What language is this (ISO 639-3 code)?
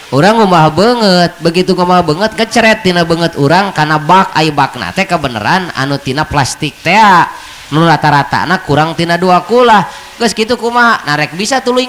sun